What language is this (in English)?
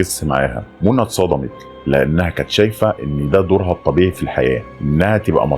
Egyptian Arabic